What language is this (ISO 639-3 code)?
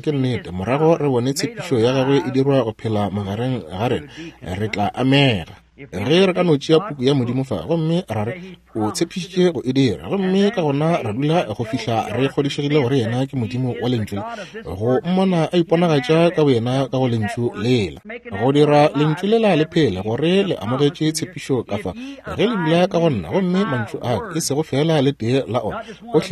nso